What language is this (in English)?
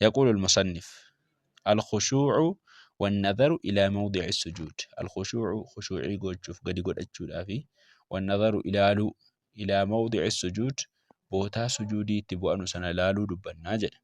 Oromo